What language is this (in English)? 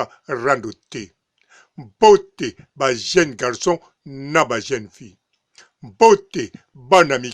Lingala